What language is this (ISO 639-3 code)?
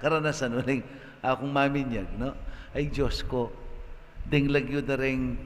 pam